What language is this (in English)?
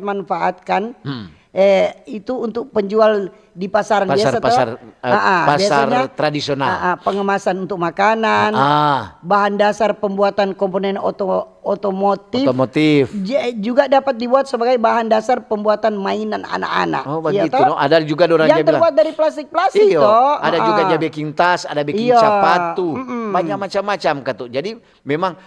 Manado Malay